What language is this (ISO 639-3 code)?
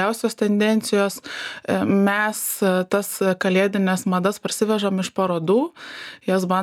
lit